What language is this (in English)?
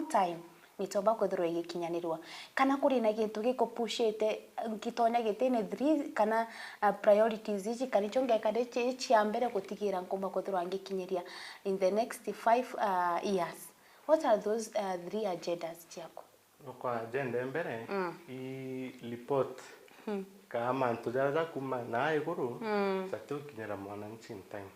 Meru